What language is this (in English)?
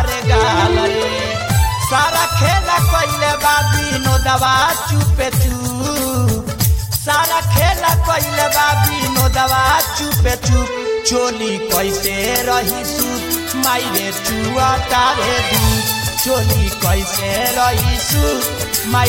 Bhojpuri